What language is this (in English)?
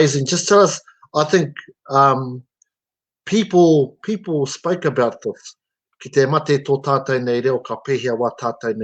Māori